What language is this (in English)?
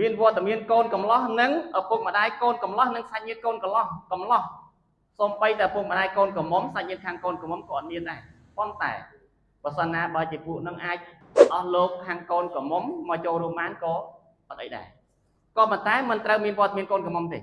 Khmer